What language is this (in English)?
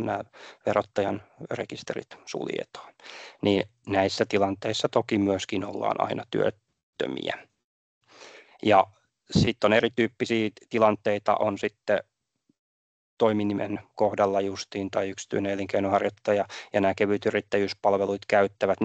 Finnish